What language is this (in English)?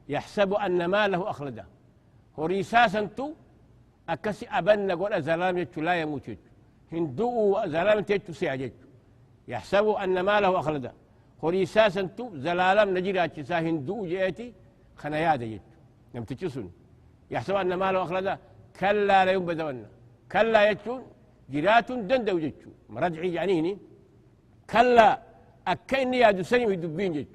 Oromo